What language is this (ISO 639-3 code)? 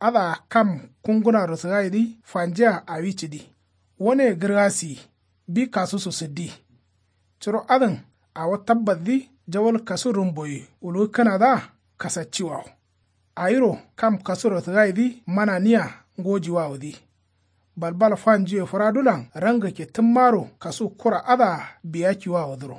kau